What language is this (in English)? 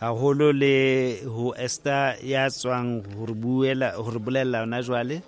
Southern Sotho